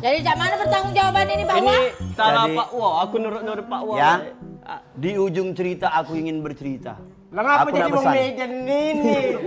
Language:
Musi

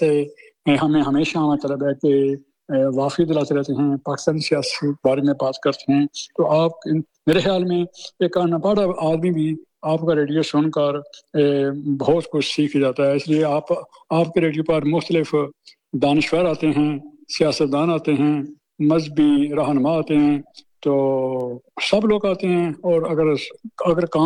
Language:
Urdu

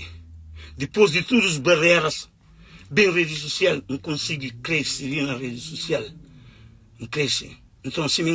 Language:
Kabuverdianu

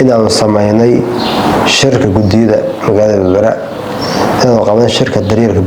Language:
Somali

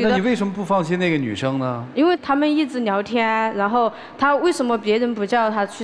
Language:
Chinese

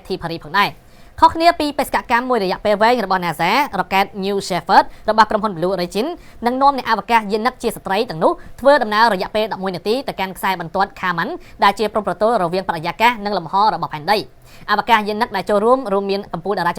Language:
Khmer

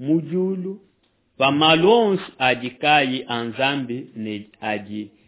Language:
Luba-Lulua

